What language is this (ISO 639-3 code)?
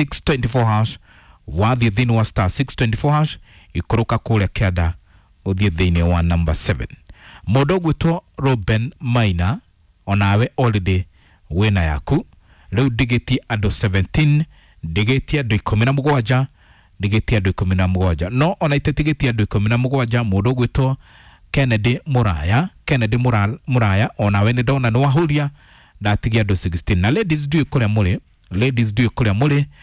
kik